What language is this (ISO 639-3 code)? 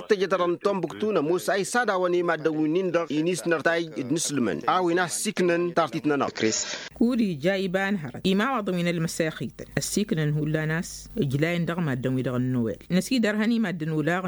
taq